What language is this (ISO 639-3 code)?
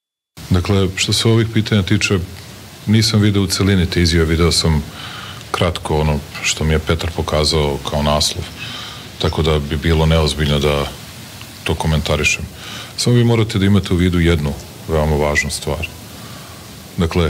srp